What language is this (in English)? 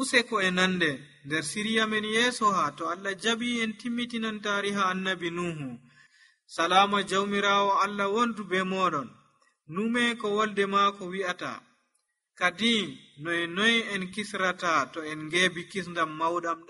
Nigerian Fulfulde